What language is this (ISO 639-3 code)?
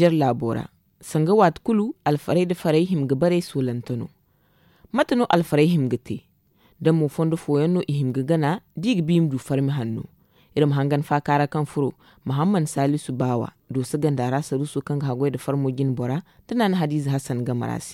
dje